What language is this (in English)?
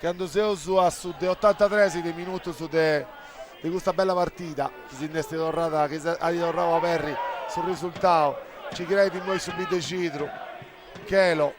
Sardinian